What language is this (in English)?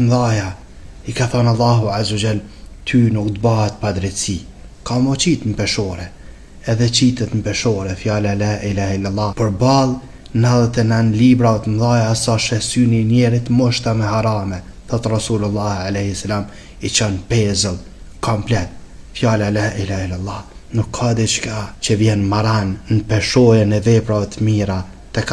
Albanian